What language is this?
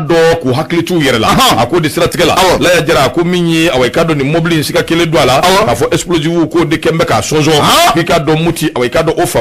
Bambara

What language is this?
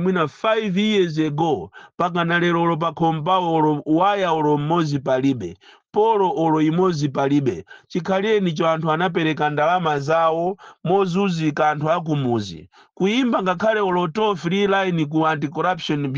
Nyanja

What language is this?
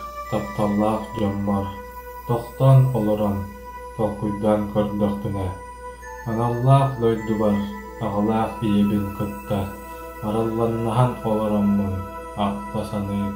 Yakut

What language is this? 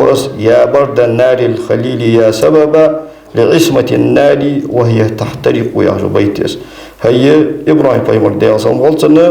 Ingush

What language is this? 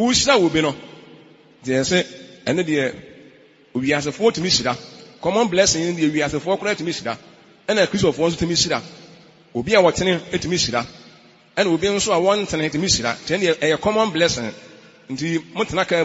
Akan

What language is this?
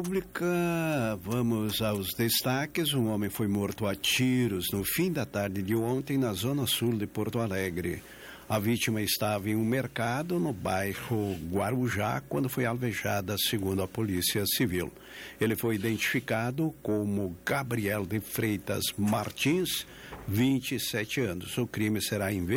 Portuguese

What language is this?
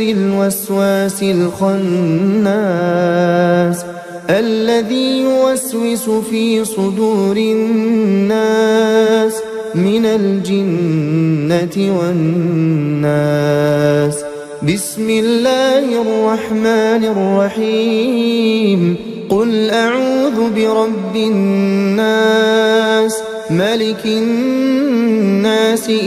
Arabic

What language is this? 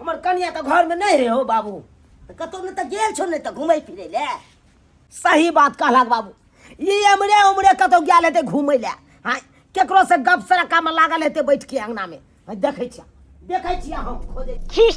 Maithili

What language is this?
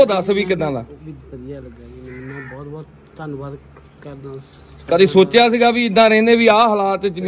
Punjabi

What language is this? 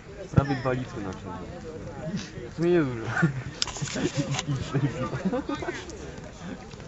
Polish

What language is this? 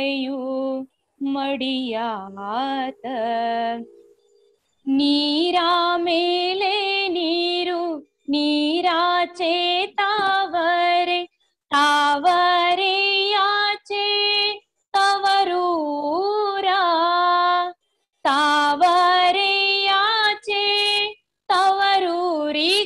Kannada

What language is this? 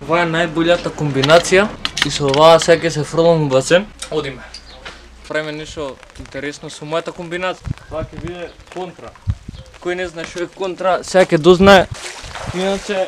Macedonian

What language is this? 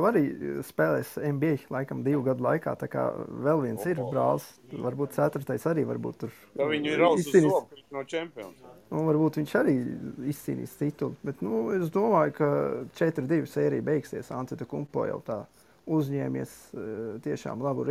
Latvian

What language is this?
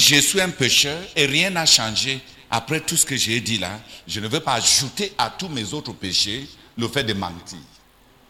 French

